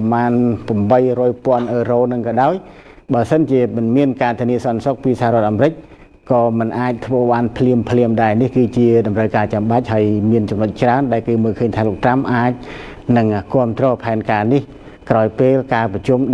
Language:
Khmer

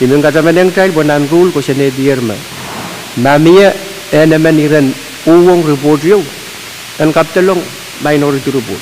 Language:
Pohnpeian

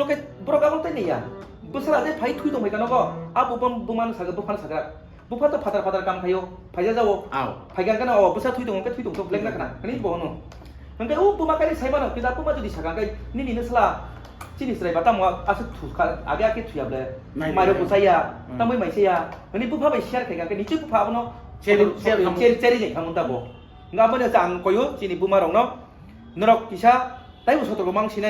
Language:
Kok Borok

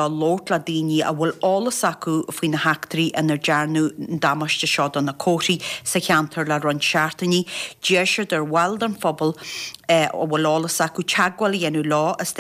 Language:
Irish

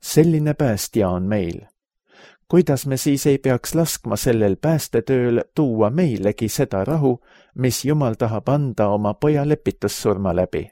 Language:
Estonian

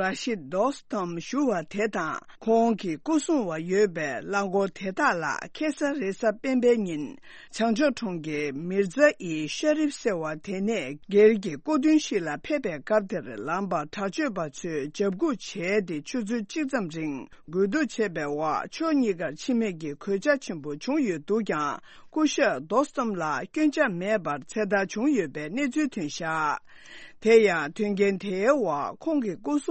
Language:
Tibetan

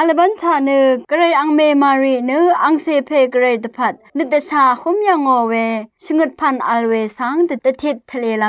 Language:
Rawang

